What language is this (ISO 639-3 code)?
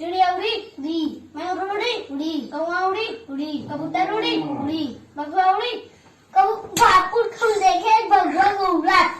hne